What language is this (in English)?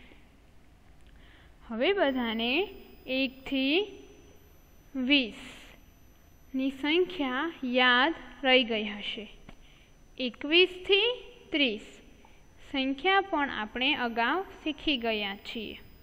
Gujarati